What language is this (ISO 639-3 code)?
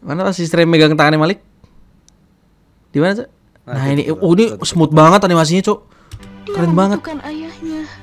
ind